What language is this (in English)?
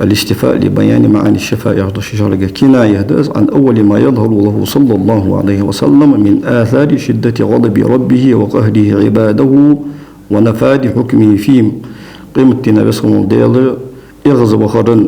Ingush